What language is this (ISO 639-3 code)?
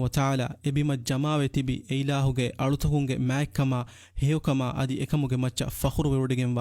div